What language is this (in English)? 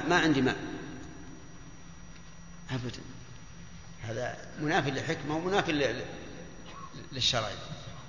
Arabic